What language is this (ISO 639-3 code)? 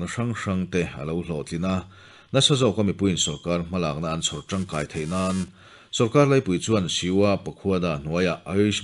lus